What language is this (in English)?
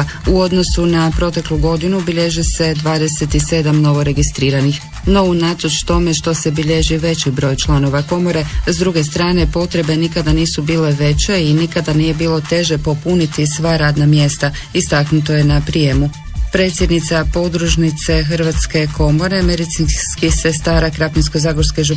Croatian